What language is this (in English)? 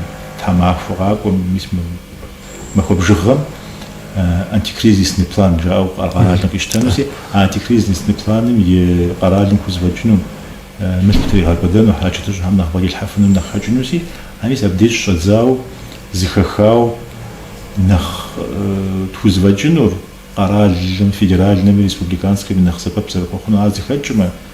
Kabardian